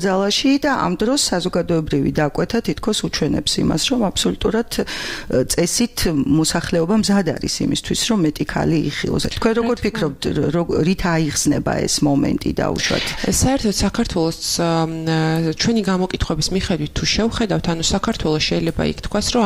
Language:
Georgian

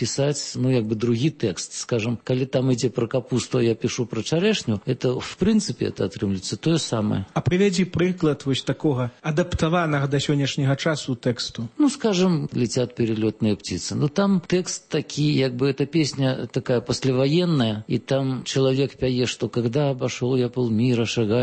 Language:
Belarusian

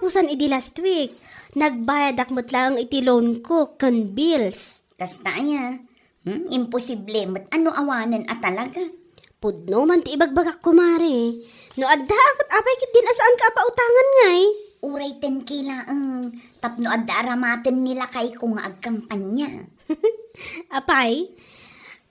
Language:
Iloko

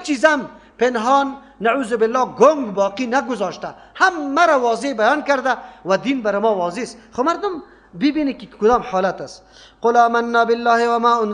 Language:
Persian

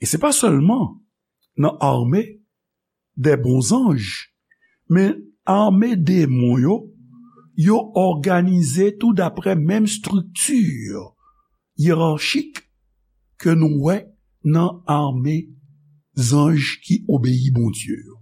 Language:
Haitian Creole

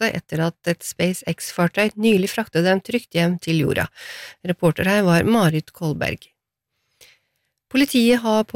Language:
Norwegian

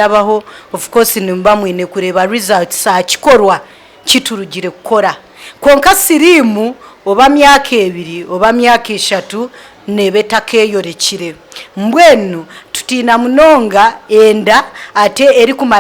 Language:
Nyankole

